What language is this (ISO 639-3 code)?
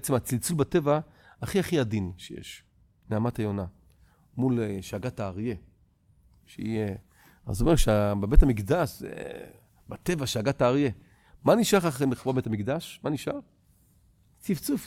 heb